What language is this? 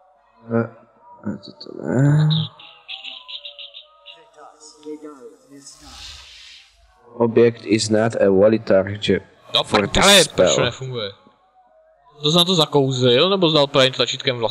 Czech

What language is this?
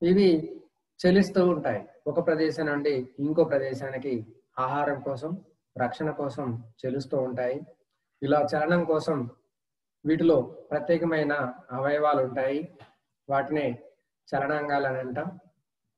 Telugu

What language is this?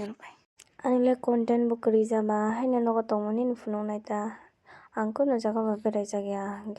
Kok Borok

